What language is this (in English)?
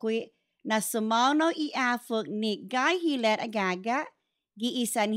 Chamorro